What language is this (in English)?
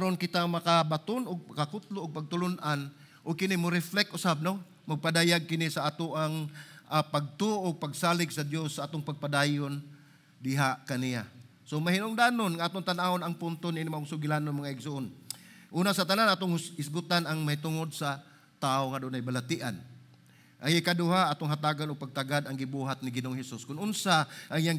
Cebuano